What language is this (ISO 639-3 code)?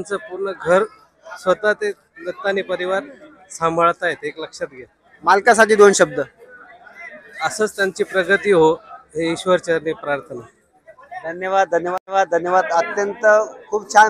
mar